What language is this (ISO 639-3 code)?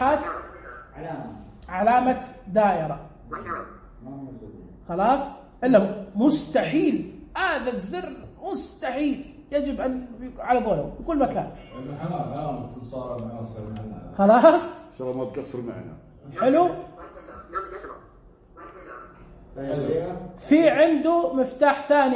ars